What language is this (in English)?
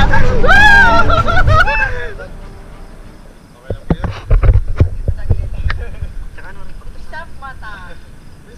Filipino